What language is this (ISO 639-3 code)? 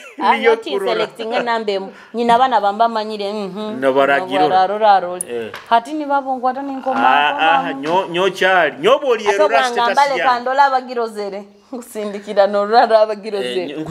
nyo